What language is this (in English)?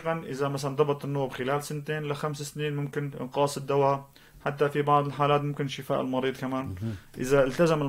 North Levantine Arabic